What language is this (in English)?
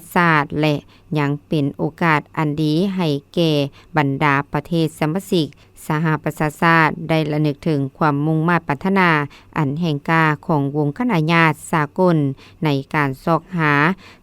Lao